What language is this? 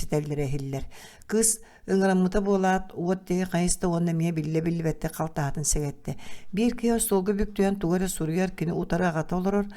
Yakut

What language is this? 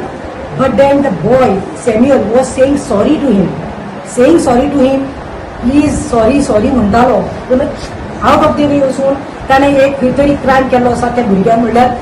Konkani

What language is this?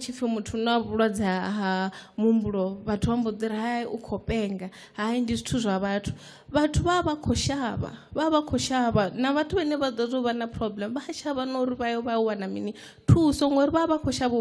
Venda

